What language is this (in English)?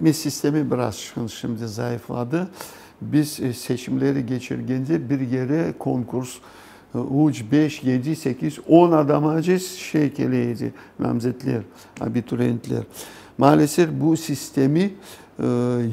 Crimean Tatar